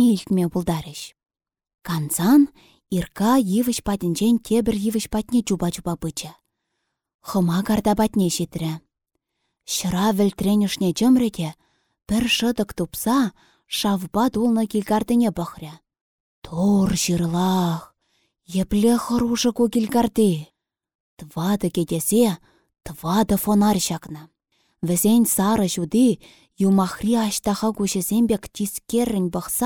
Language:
Chuvash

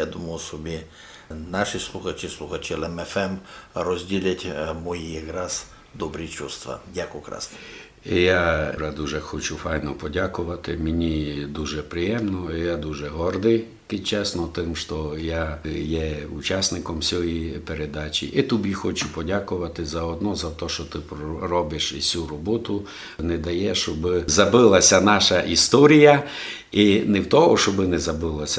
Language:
Rusyn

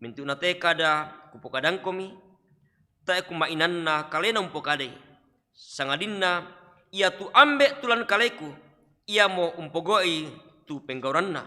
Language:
Toraja-Sa'dan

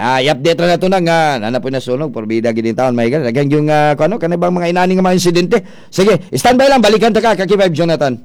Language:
Cebuano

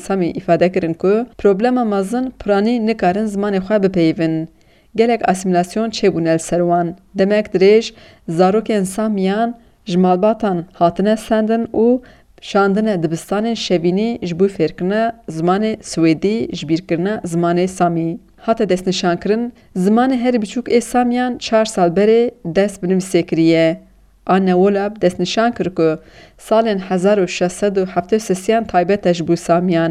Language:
Kurdish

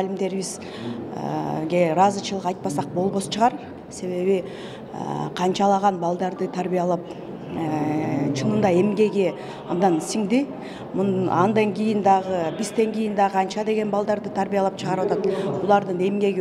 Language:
Kyrgyz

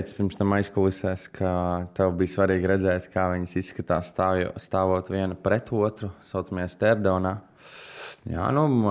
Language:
Latvian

